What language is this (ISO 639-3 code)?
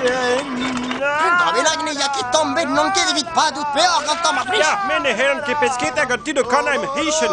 bre